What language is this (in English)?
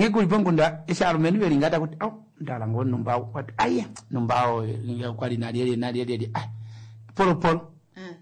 Kuanyama